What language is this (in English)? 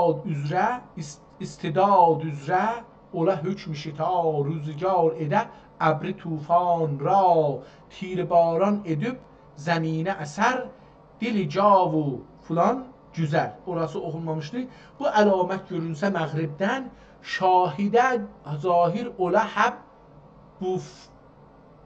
South Azerbaijani